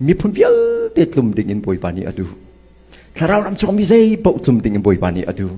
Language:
Hakha Chin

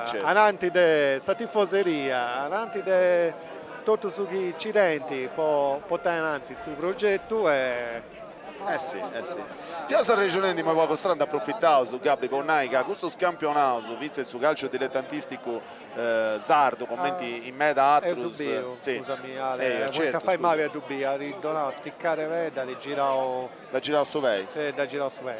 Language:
Sardinian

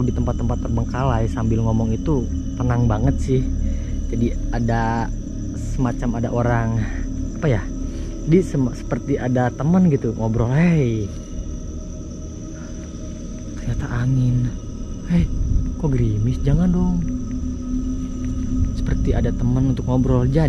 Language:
Indonesian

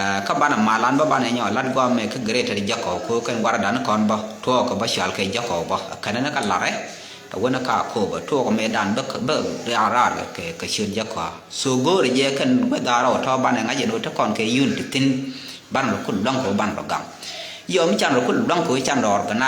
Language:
Nuer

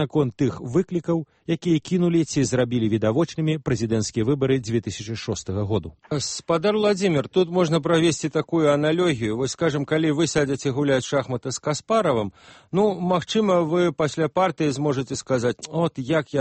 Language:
Belarusian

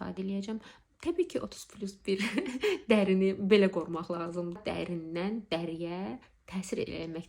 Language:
Azerbaijani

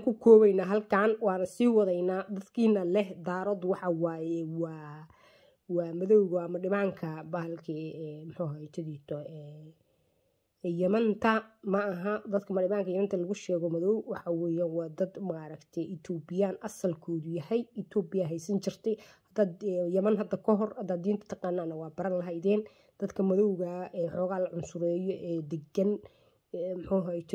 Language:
Somali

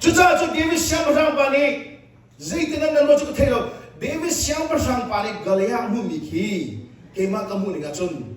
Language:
Hakha Chin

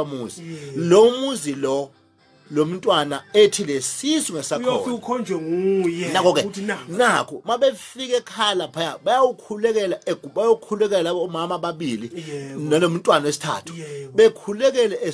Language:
Zulu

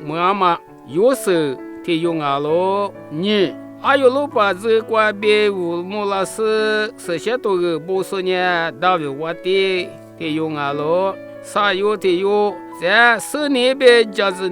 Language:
Lisu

